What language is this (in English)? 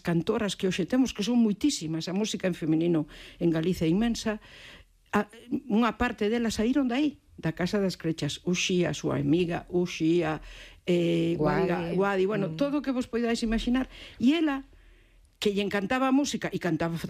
Galician